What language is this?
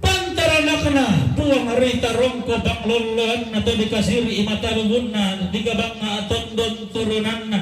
Toraja-Sa'dan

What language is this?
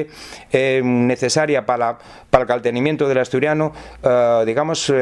Asturian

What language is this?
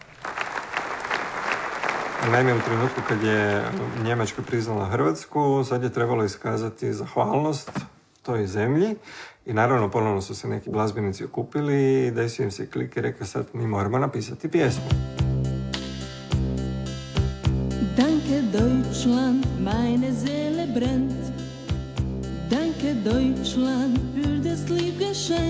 Croatian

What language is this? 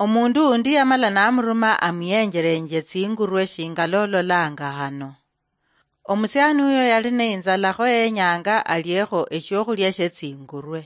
Luyia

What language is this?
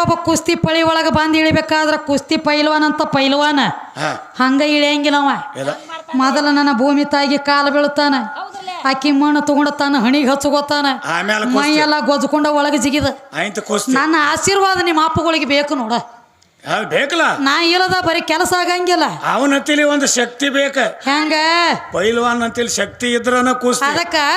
Kannada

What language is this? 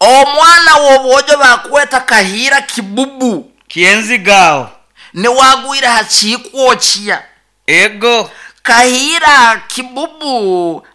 Nyoro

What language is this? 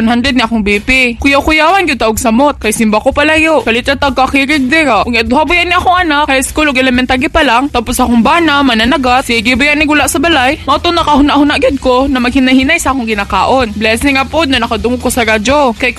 Cebuano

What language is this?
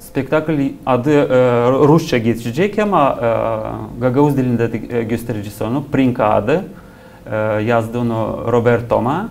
Gagauz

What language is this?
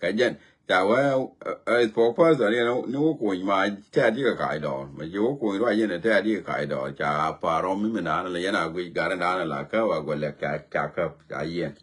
Nuer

